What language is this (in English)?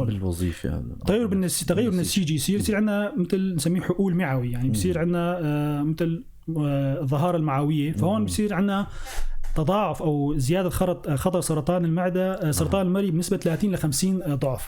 North Levantine Arabic